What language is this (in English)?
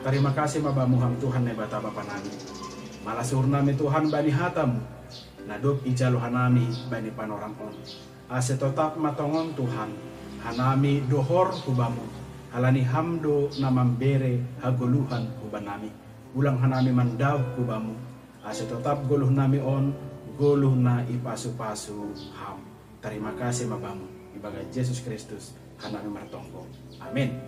Batak Simalungun